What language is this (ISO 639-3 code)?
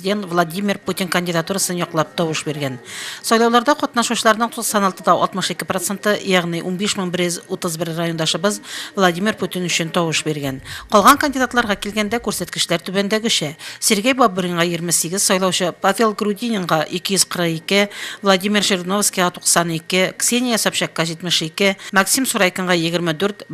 tat